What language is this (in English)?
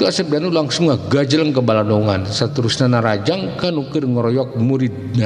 Sundanese